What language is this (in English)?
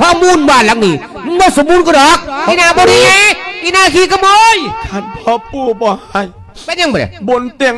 Lao